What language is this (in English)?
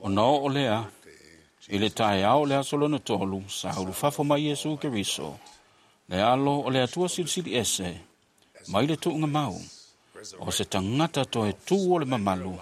Samoan